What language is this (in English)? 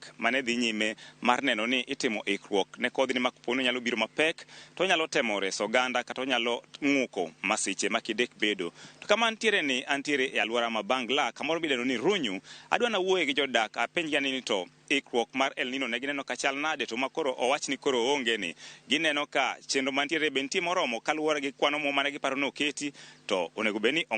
Luo (Kenya and Tanzania)